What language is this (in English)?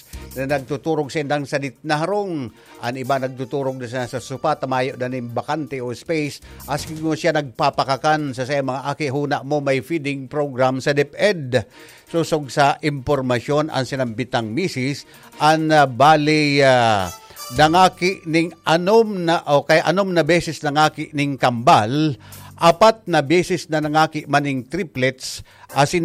Bikol